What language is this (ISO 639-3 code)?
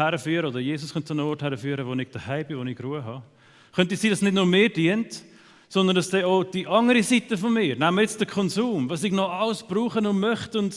gsw